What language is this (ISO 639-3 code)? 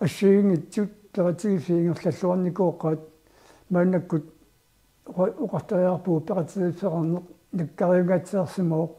kal